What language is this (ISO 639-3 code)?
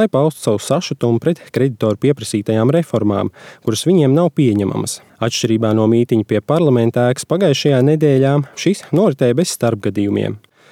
lav